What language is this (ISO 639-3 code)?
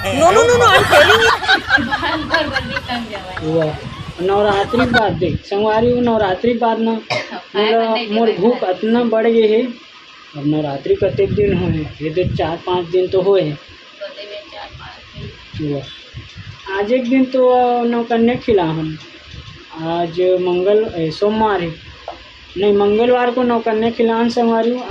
hne